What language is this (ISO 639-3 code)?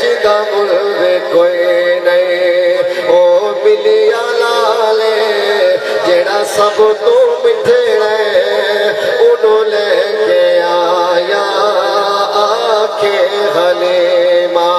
skr